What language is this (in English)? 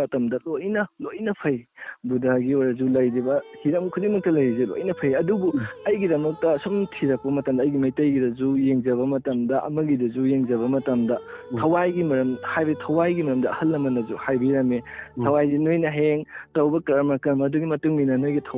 Manipuri